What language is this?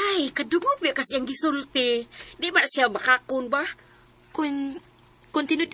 Cebuano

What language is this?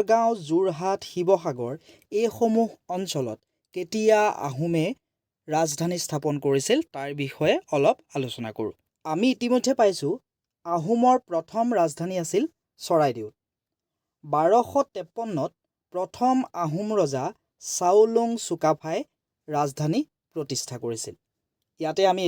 Assamese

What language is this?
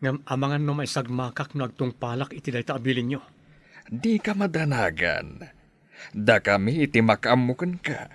Iloko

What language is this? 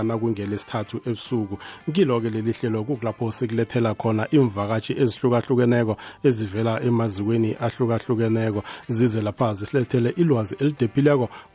South Ndebele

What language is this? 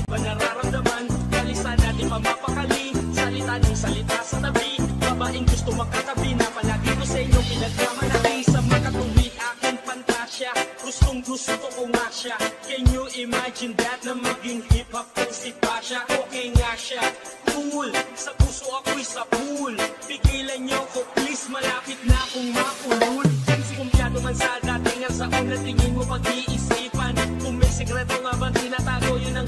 Filipino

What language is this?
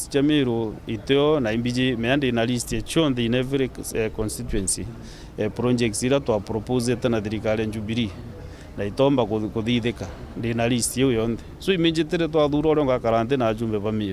Meru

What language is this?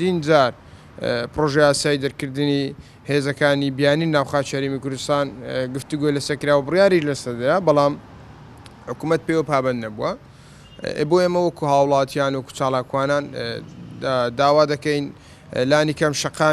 Central Kurdish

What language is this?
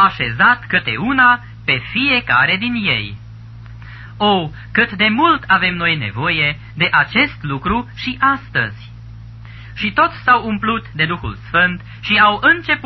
Romanian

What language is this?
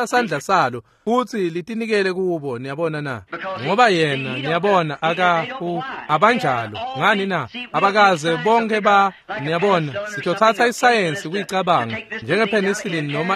Swati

